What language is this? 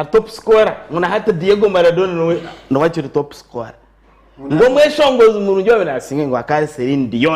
Nyankole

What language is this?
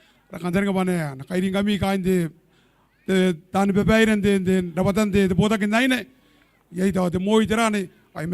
Gilbertese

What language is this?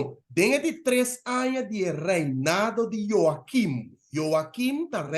Papiamento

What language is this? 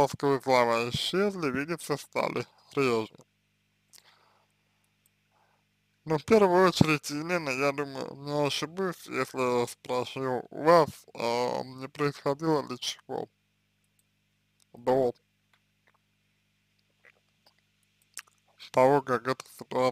Russian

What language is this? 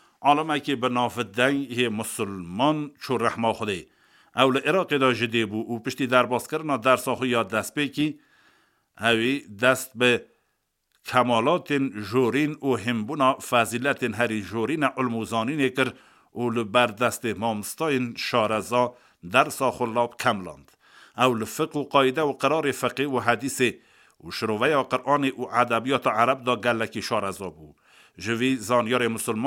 Kurdish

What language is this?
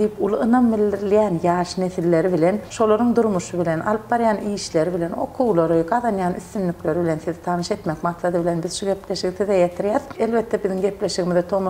Turkmen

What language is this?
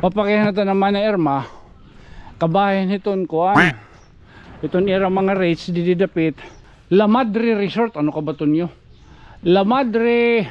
Waray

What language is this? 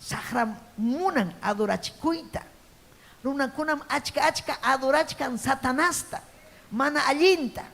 Ayacucho Quechua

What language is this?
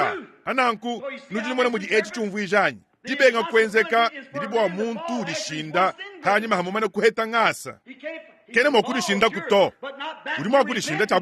Luba-Lulua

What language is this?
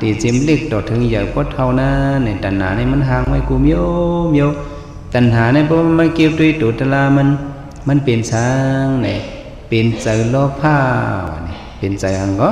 Shan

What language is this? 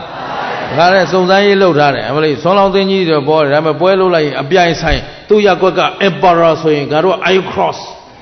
Burmese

